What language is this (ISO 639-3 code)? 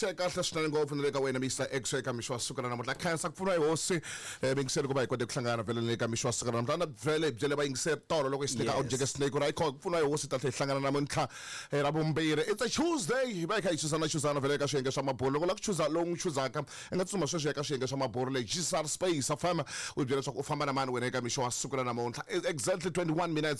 tso